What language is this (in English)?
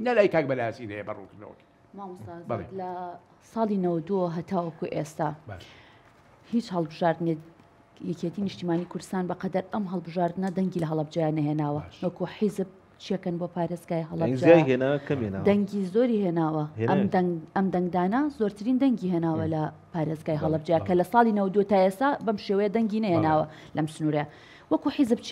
Central Kurdish